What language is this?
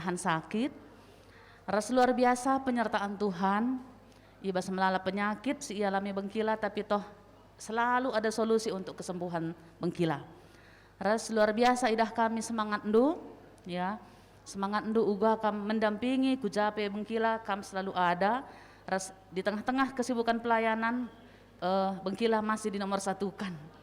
Batak Karo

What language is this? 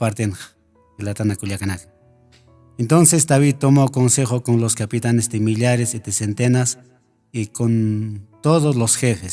Aymara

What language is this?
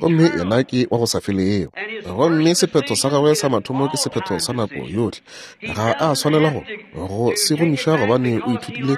Northern Sotho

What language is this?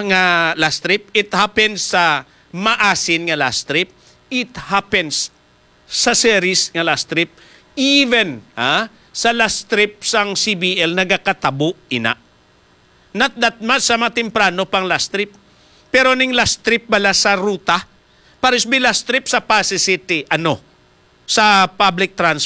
Hiligaynon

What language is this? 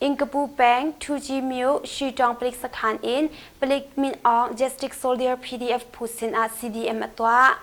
Hakha Chin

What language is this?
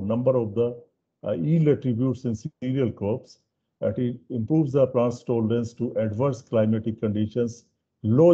English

